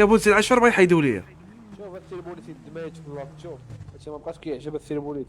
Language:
Moroccan Arabic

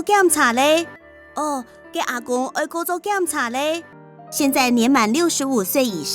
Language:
Hakka Chinese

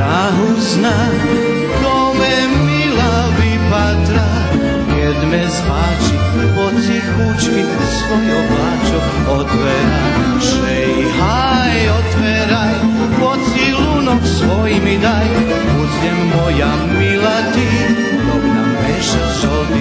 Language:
Rusyn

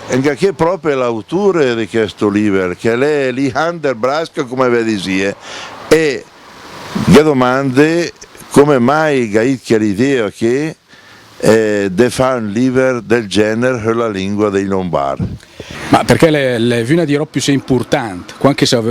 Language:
Lombard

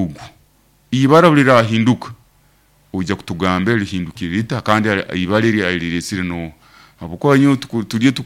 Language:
Nyankole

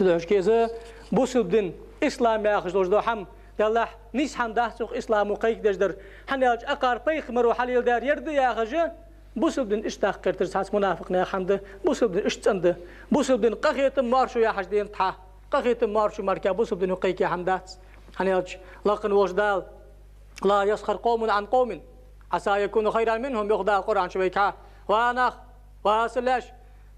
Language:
Ingush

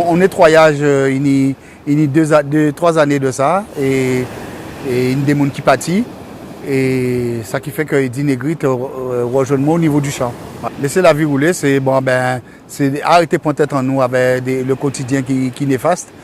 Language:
Guadeloupean Creole French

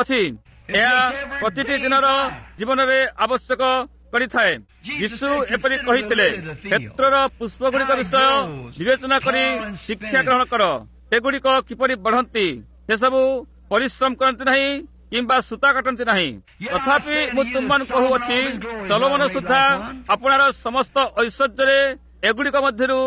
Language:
Odia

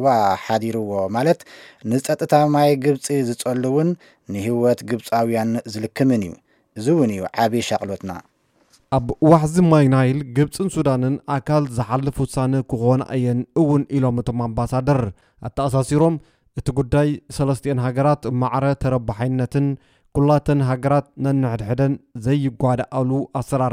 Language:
Tigrinya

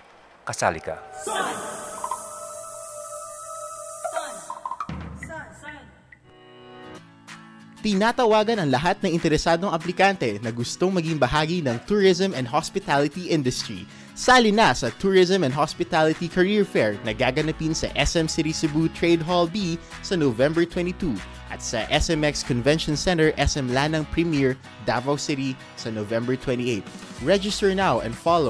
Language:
Filipino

